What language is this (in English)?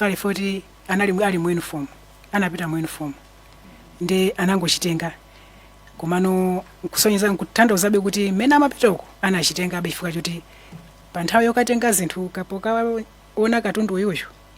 Nyanja